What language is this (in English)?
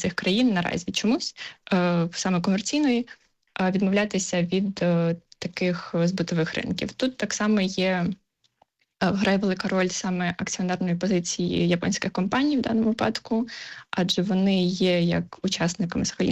Ukrainian